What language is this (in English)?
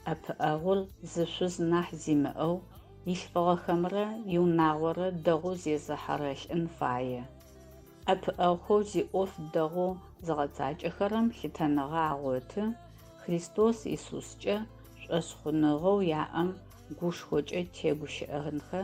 Adyghe